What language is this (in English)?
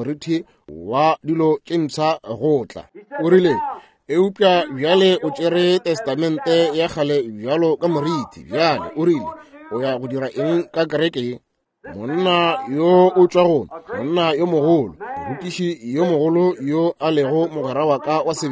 Northern Sotho